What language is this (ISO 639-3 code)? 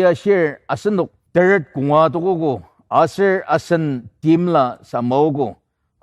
njo